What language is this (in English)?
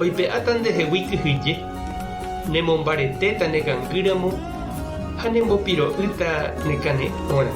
Guarani